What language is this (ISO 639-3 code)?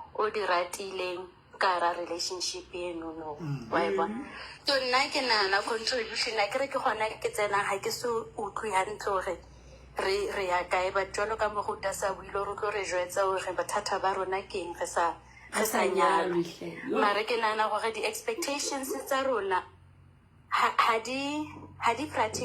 sot